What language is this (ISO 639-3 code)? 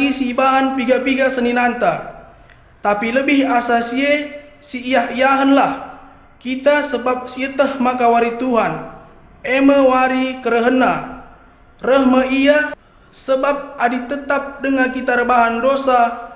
btx